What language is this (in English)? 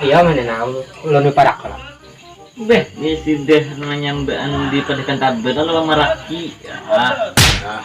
Banjar